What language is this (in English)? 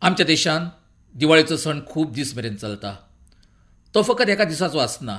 Konkani